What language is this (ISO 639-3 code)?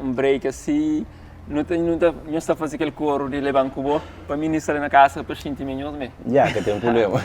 kea